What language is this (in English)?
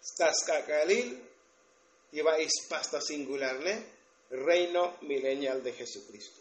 Tzotzil